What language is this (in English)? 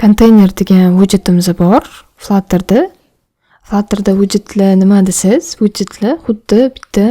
Uzbek